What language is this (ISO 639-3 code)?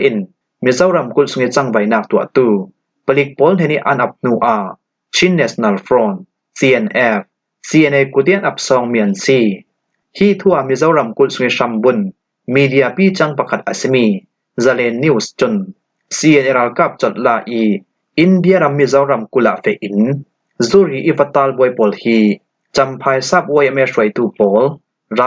cfm